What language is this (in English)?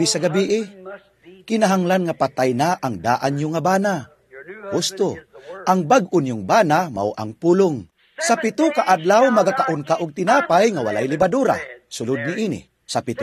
Cebuano